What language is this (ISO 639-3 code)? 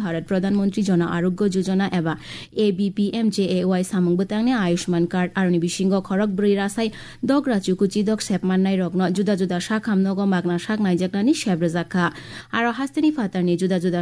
trp